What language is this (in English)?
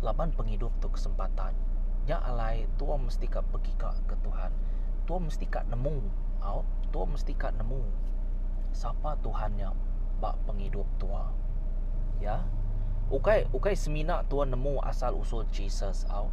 Iban